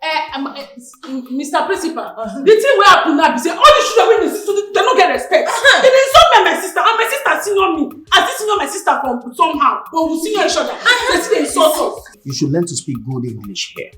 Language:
Nigerian Pidgin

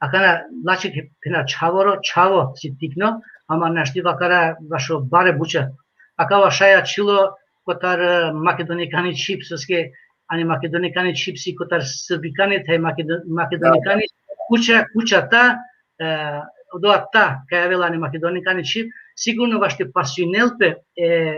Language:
Balkan Romani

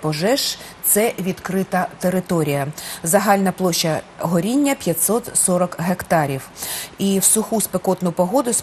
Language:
Ukrainian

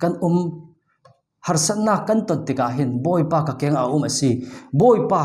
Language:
Falam Chin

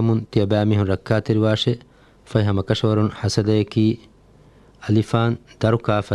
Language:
Divehi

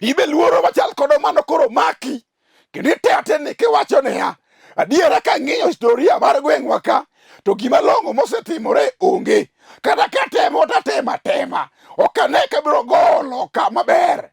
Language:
Luo (Kenya and Tanzania)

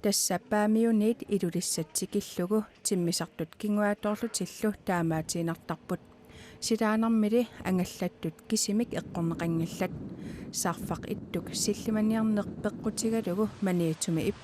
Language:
Kalaallisut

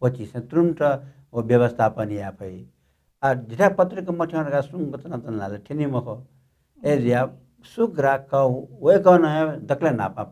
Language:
Newari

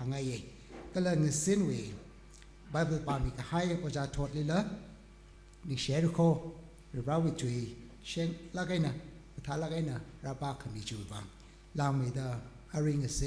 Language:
Tangkhul Naga (India)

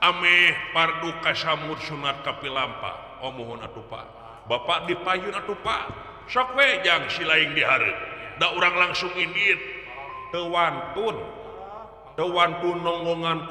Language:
Sundanese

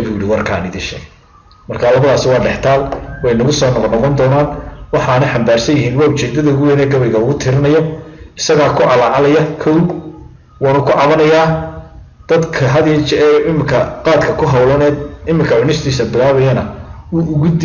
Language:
Somali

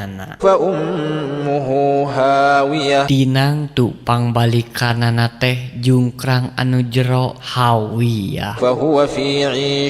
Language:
Sundanese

